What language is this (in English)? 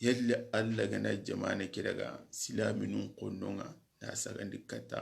Soninke